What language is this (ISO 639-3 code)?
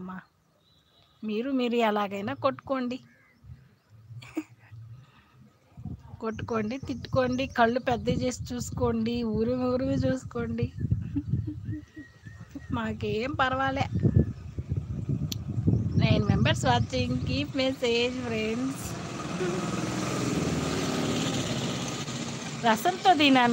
tel